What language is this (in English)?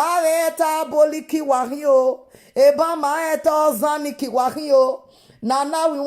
Nigerian Pidgin